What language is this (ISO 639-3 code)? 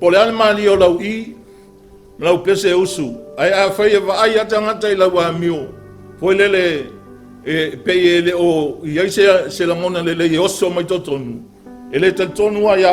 smo